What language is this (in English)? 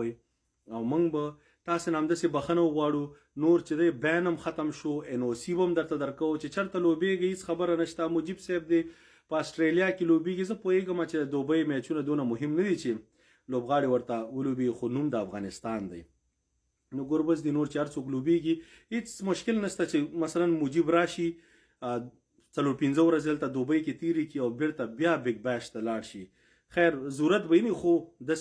Pashto